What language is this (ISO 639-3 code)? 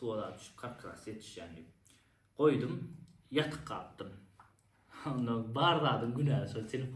tuk